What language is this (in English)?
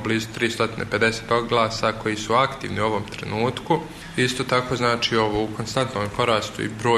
Serbian